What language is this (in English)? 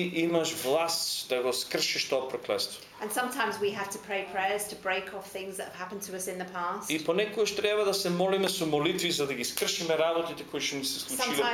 Macedonian